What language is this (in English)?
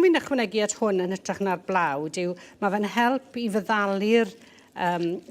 Welsh